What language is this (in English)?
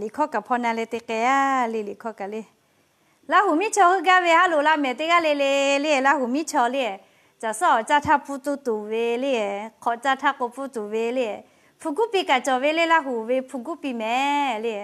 Lahu